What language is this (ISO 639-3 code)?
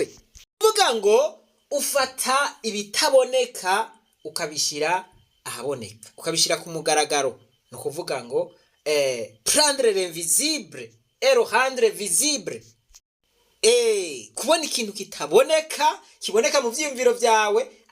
run